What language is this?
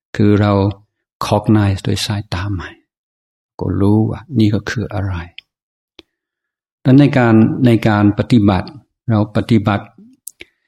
Thai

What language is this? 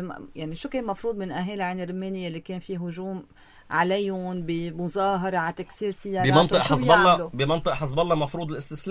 North Levantine Arabic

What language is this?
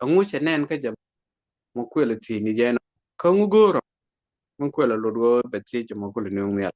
Nuer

